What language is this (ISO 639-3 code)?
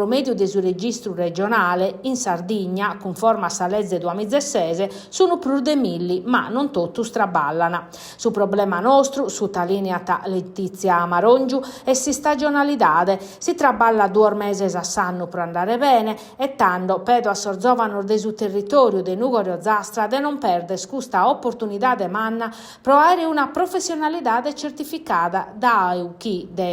srd